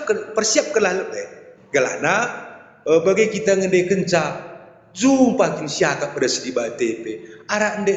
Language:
Batak Karo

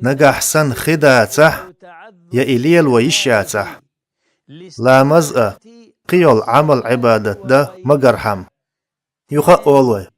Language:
Chechen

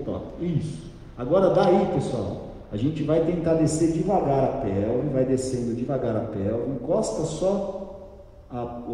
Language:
Portuguese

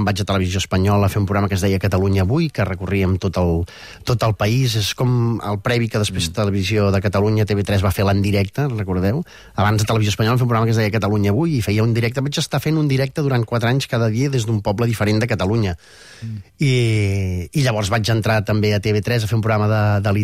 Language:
Catalan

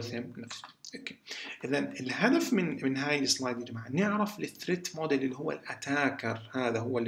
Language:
South Levantine Arabic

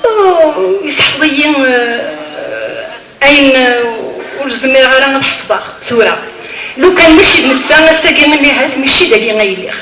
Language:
Kabyle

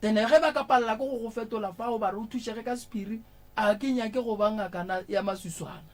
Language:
Northern Sotho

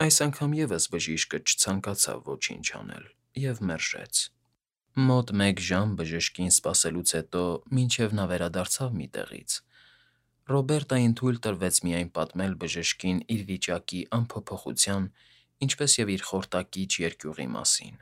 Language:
Armenian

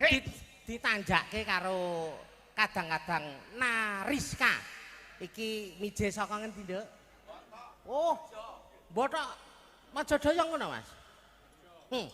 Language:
Javanese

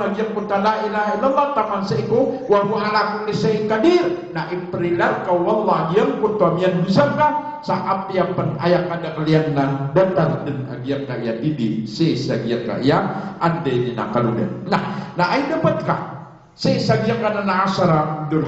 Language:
Maranao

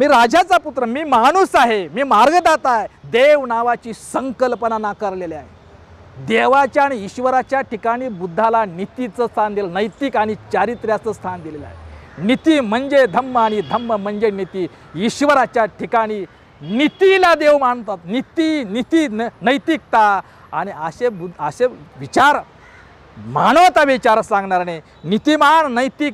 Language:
Marathi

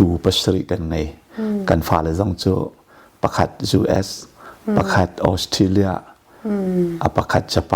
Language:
Hakha Chin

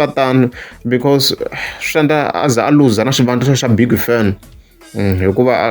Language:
Tsonga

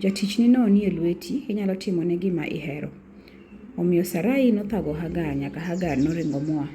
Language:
Luo (Kenya and Tanzania)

